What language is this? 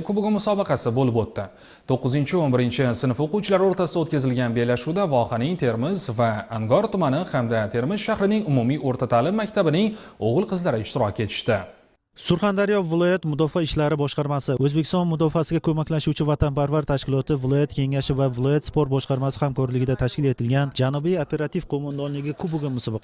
Uzbek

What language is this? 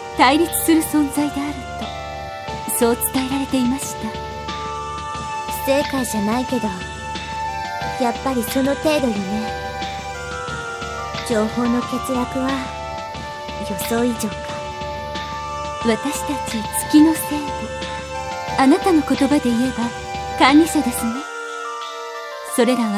Japanese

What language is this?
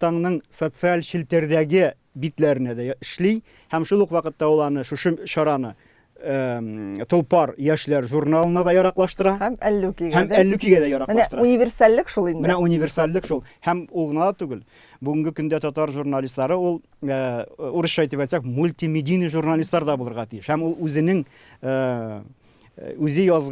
Tatar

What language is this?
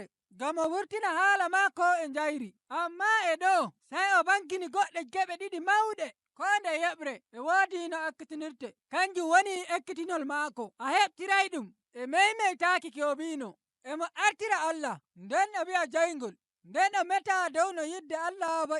Nigerian Fulfulde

